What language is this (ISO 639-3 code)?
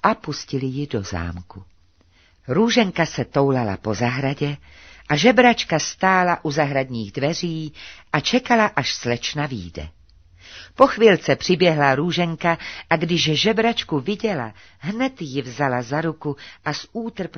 ces